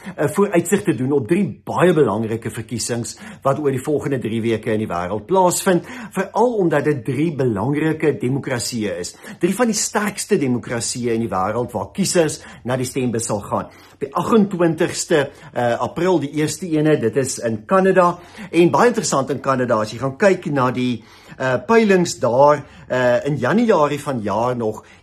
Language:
Afrikaans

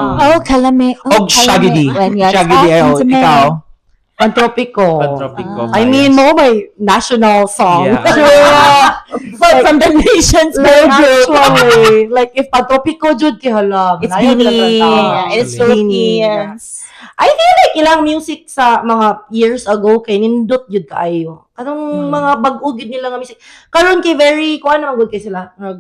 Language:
Cebuano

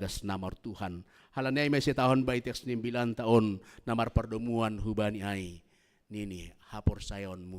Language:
Batak Simalungun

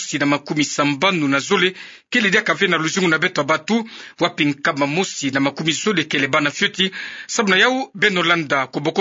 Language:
Kituba (Democratic Republic of Congo)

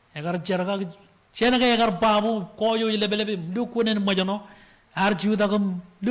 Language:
Marshallese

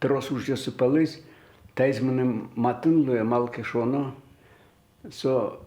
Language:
Udmurt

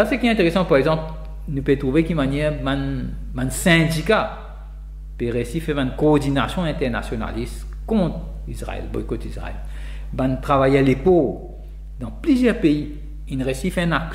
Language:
Morisyen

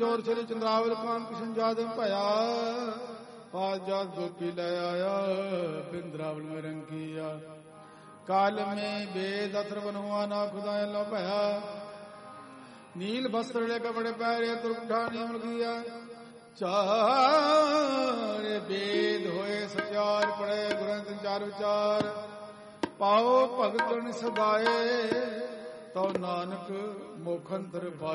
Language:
Punjabi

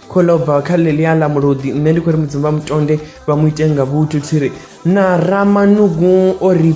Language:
Venda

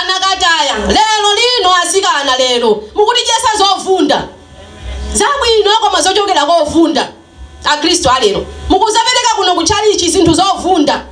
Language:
Nyanja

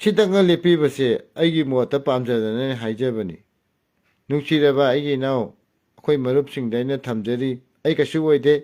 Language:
Manipuri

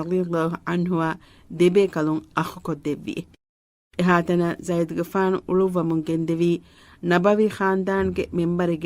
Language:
Divehi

